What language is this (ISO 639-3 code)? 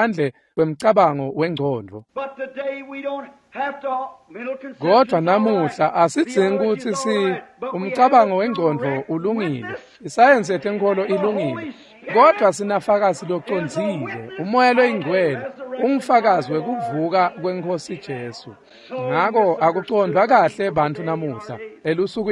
ssw